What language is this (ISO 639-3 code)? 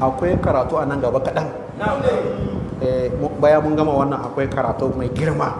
hau